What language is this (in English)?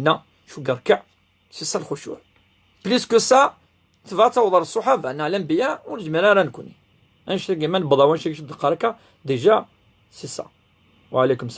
Kabyle